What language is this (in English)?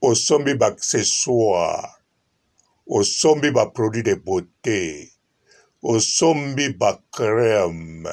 Lingala